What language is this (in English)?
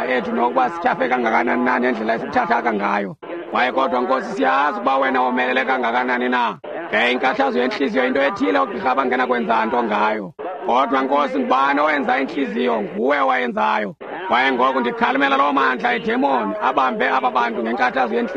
Xhosa